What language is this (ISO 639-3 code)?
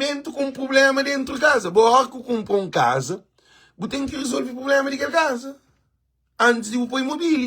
kea